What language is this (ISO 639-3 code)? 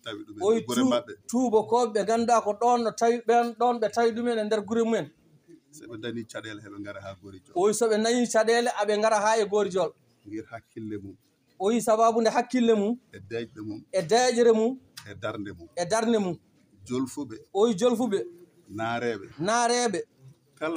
ful